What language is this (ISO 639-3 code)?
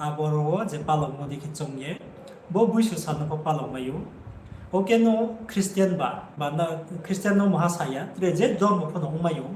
ria